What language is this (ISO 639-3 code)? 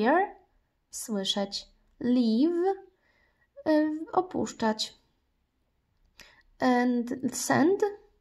pol